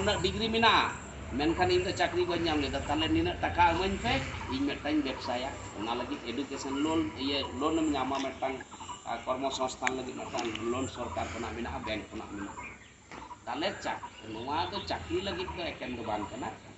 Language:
Santali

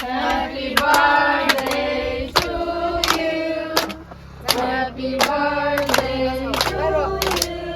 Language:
Mizo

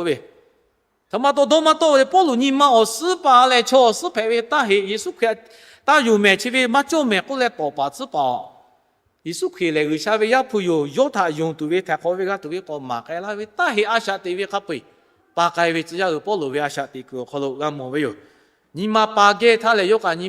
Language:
Lahu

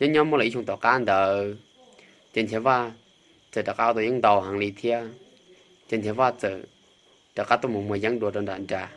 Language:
Hmong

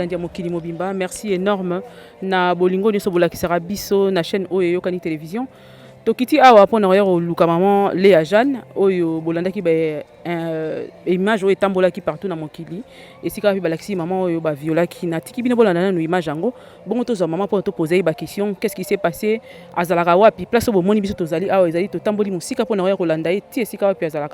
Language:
Lingala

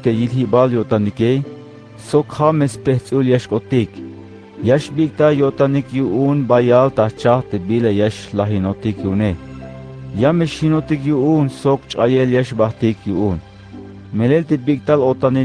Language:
Tzeltal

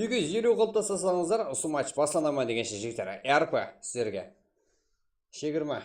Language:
Kara-Kalpak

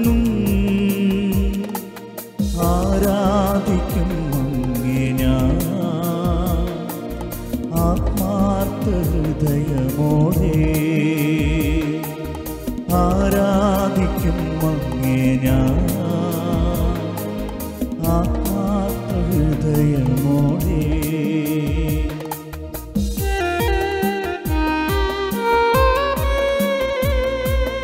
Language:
Malayalam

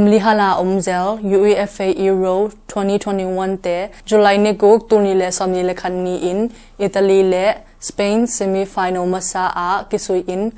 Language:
Tedim Chin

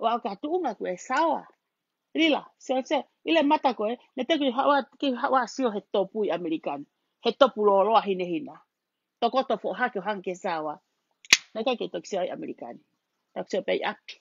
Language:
Tongan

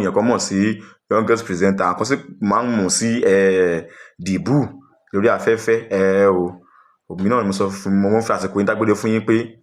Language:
Yoruba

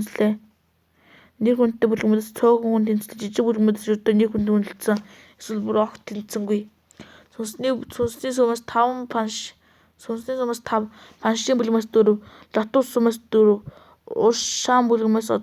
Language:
Mongolian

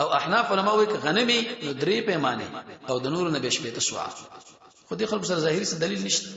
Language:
Pashto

